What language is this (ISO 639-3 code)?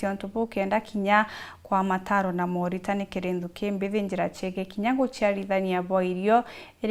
mer